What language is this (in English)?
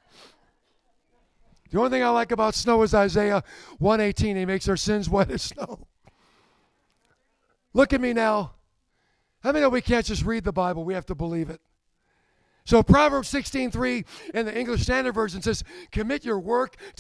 English